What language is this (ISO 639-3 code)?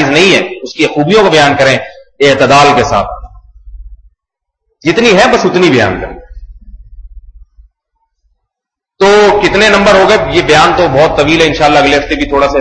urd